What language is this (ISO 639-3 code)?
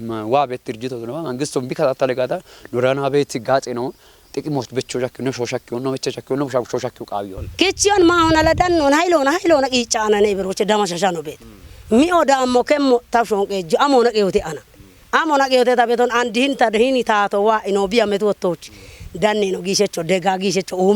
kbr